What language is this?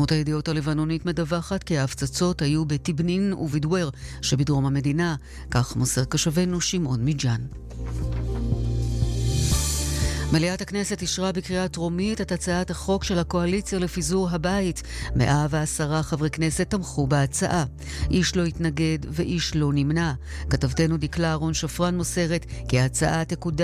Hebrew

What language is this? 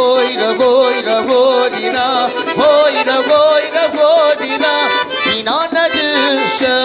Kabardian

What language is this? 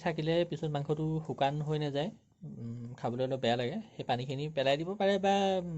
Assamese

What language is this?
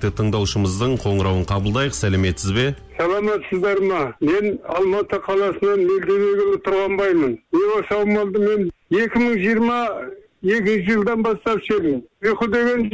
Kazakh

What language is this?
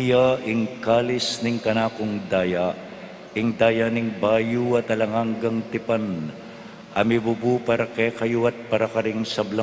Pampanga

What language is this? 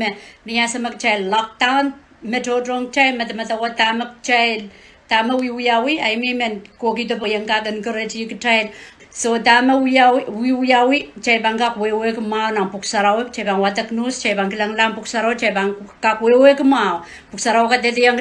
Pohnpeian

